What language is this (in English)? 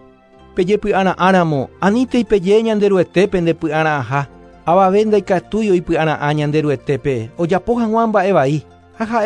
Guarani